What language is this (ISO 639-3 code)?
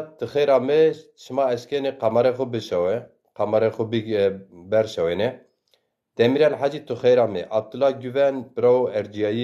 zza